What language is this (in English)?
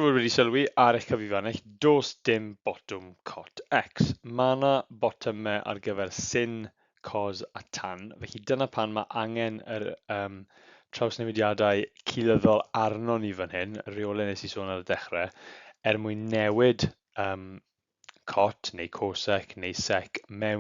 Welsh